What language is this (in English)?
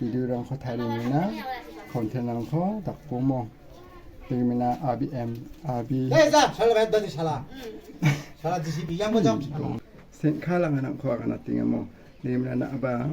Garo